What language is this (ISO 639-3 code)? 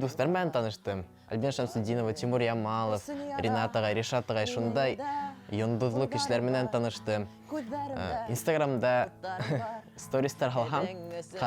bak